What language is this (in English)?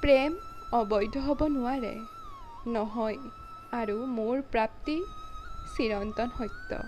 Assamese